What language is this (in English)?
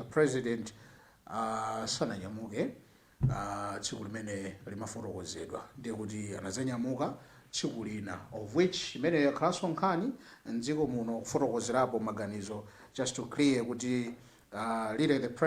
Nyanja